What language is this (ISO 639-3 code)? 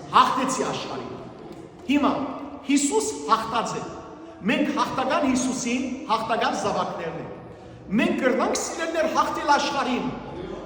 hyw